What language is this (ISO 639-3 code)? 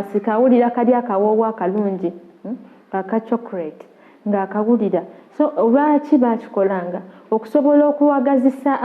lug